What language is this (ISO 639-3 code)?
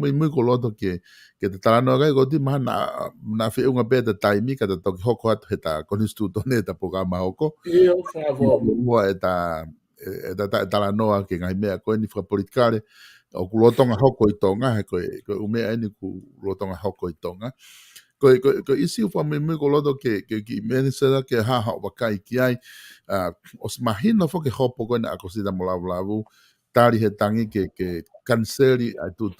ton